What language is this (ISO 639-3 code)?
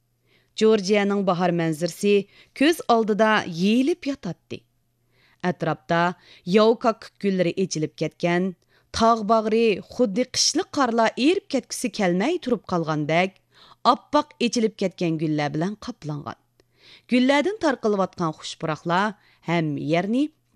uig